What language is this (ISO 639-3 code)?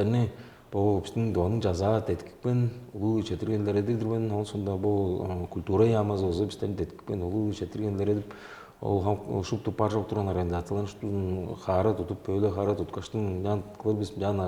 tyv